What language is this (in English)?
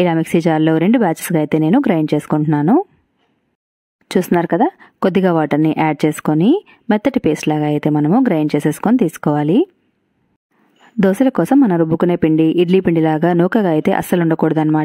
Telugu